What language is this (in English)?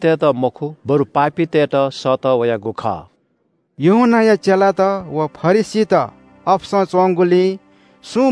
Newari